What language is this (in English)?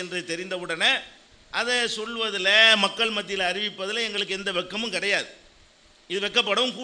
Tamil